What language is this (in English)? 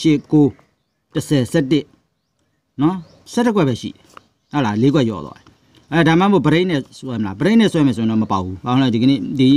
Burmese